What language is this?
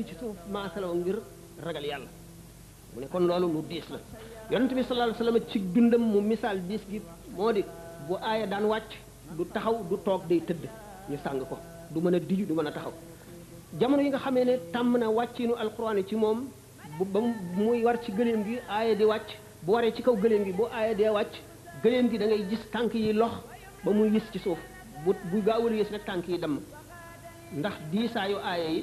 Wolof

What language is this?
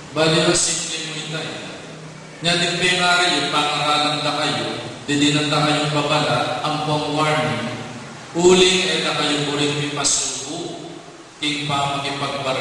Pampanga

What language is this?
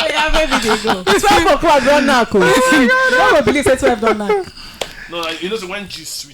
Nigerian Pidgin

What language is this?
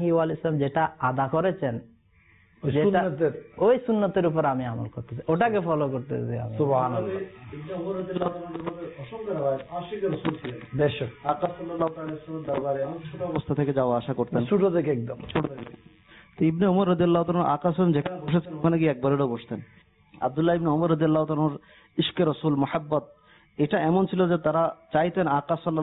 Bangla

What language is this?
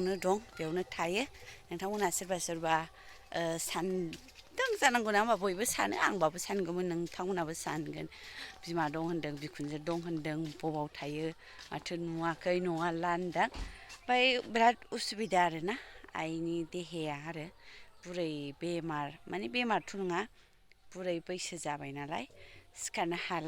Bodo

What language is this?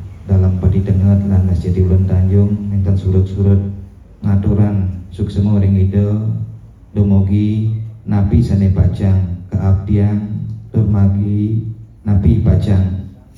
Balinese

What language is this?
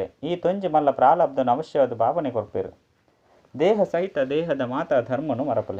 Tulu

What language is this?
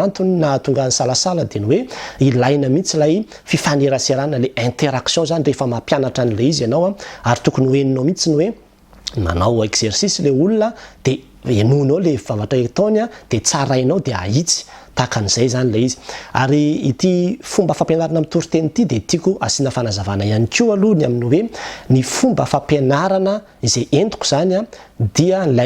Malagasy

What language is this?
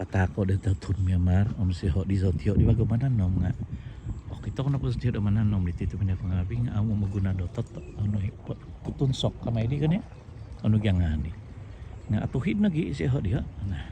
Central Dusun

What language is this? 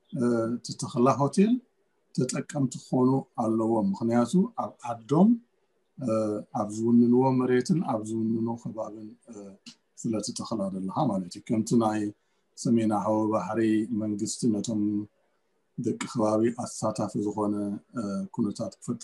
Tigrinya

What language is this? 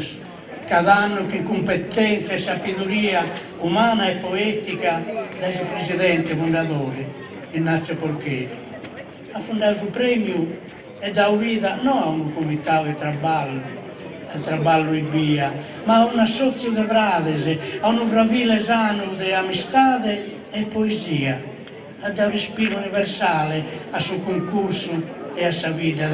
Sardinian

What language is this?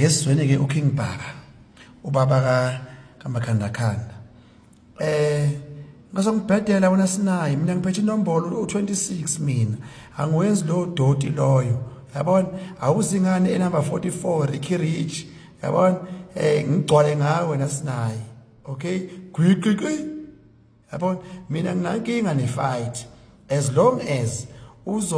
Zulu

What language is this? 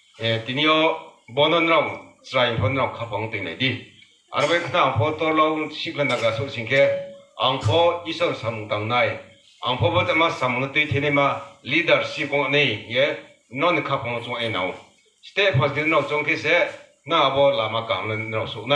Riang (India)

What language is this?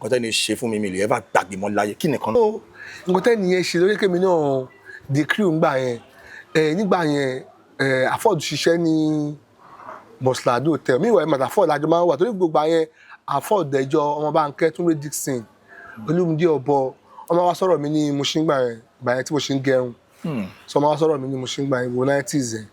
Yoruba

